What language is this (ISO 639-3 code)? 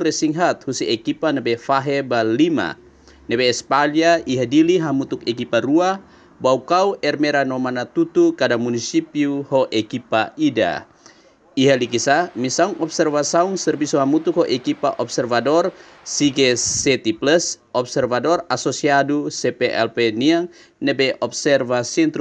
tet